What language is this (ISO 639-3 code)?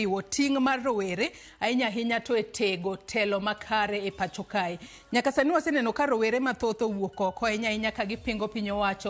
luo